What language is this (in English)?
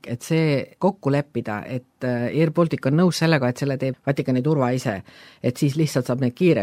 Estonian